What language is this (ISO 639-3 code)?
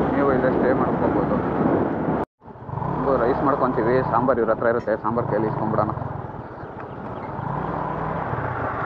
kan